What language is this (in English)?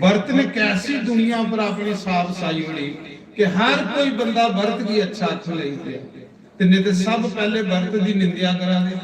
Dogri